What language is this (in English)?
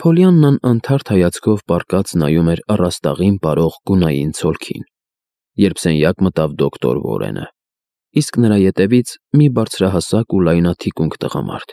Armenian